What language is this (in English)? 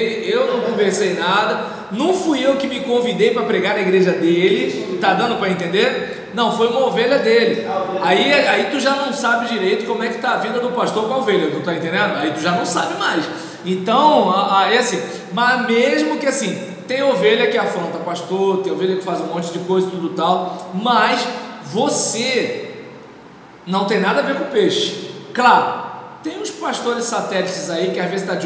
Portuguese